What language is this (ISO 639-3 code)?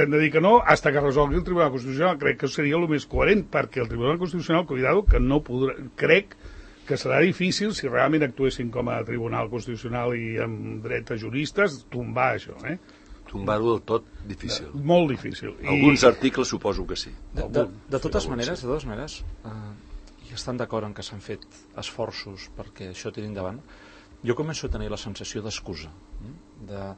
cat